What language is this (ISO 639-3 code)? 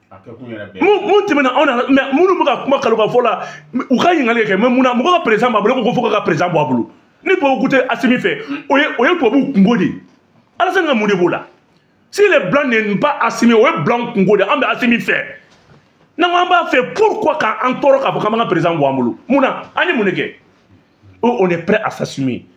bam